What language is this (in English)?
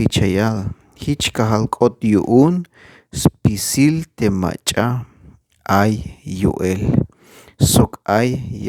Tzeltal